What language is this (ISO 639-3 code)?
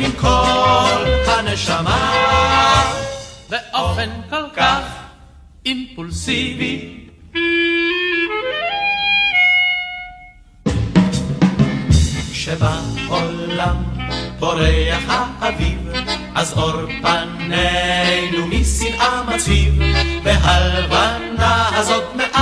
heb